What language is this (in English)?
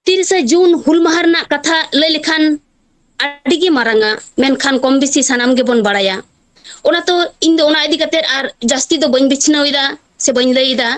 Santali